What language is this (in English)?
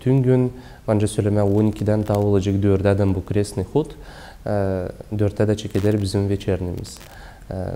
Gagauz